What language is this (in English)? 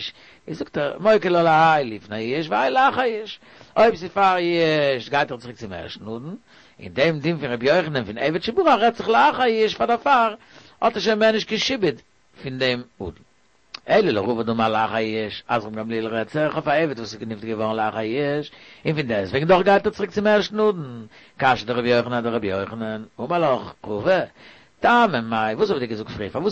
Yiddish